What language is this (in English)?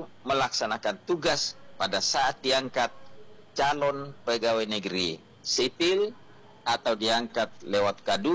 Indonesian